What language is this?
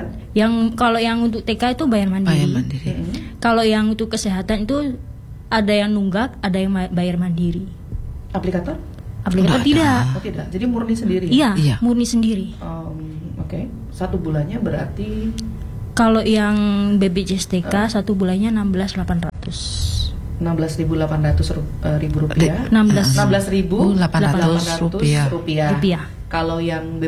Indonesian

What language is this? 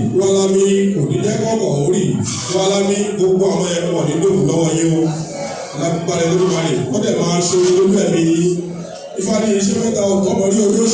Yoruba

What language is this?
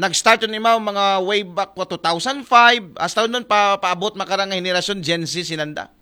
Aklanon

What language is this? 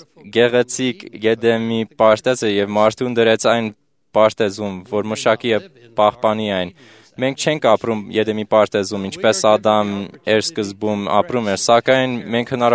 Armenian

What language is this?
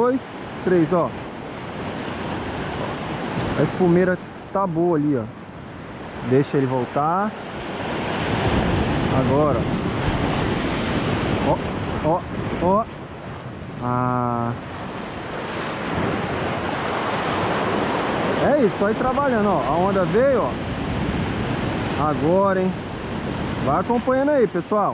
Portuguese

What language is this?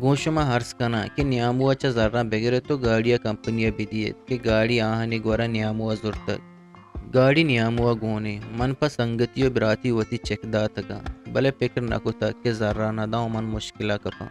Eastern Balochi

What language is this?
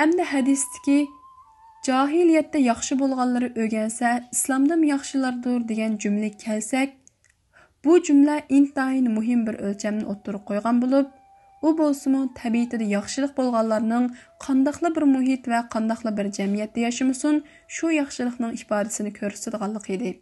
Uyghur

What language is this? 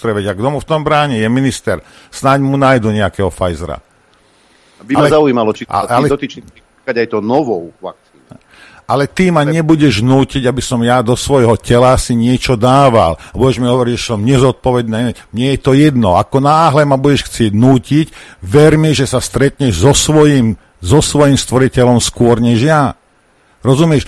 Slovak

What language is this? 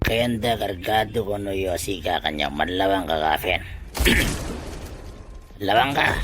Itawit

